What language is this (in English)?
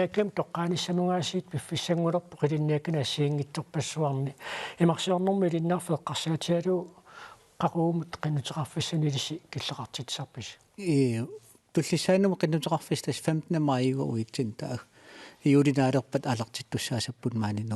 Kalaallisut